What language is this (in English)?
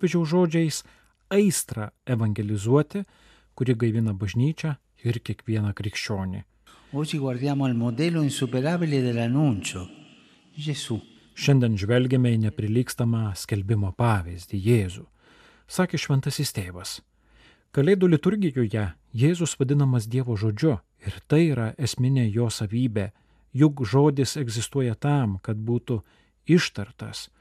Lithuanian